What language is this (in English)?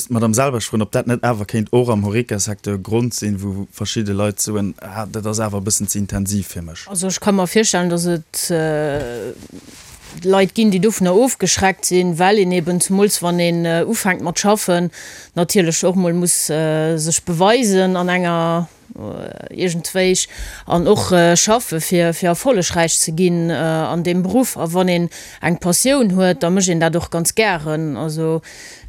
Luxembourgish